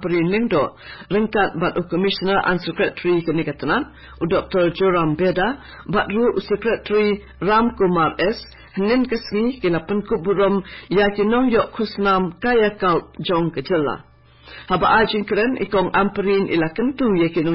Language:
Khasi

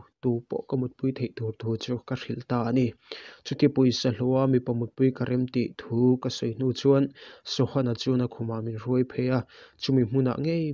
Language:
Mizo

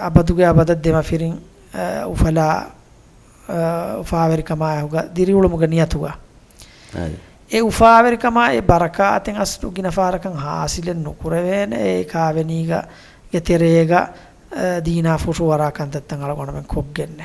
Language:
Divehi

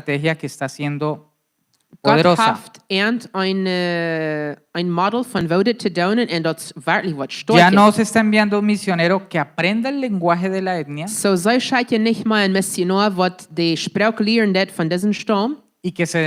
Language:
Plautdietsch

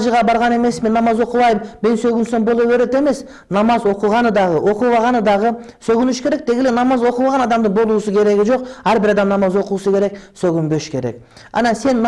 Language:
Kyrgyz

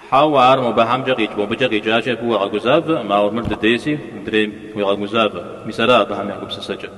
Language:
Kabardian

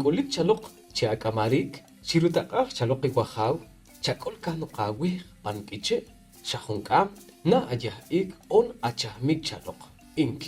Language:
Poqomchi'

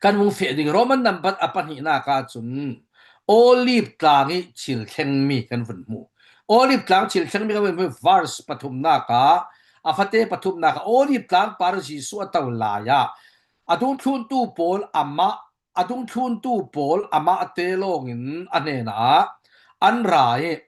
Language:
Falam Chin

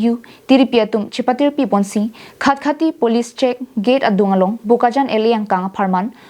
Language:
Karbi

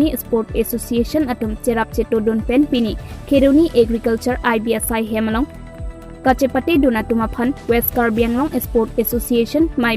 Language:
Karbi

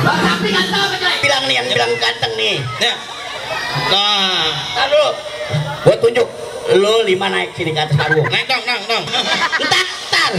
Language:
Betawi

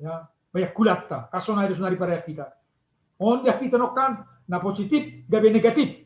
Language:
Batak Simalungun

